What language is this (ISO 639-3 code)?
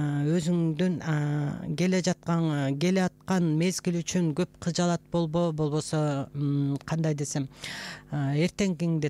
kir